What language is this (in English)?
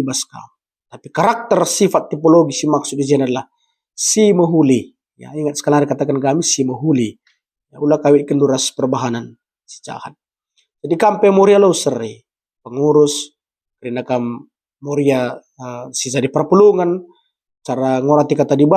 Batak Karo